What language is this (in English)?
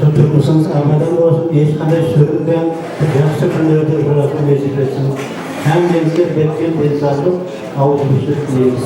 Kara-Kalpak